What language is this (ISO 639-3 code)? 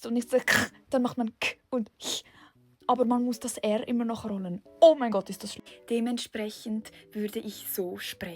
gsw